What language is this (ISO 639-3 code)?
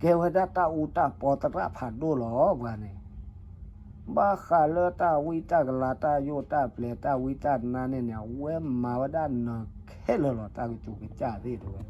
ksw